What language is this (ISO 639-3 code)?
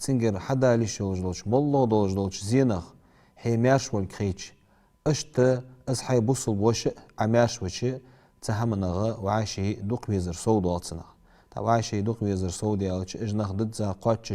inh